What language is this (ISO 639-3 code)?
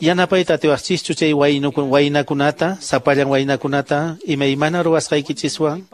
que